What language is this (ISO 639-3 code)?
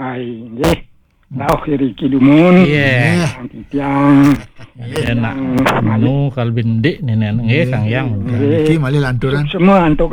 ban